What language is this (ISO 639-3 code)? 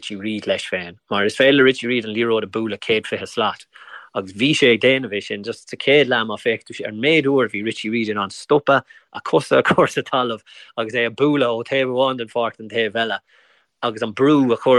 gle